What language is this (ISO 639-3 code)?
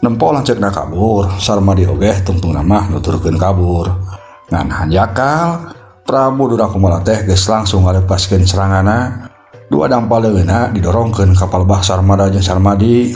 sun